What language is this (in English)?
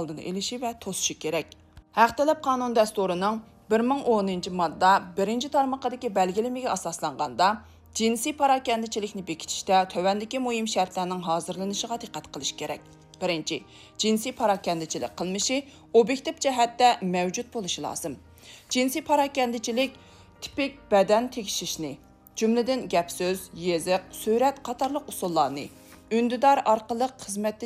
Uyghur